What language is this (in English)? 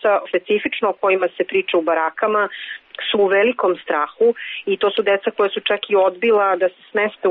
Serbian